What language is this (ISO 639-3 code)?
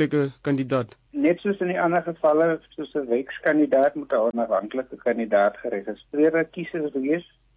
afr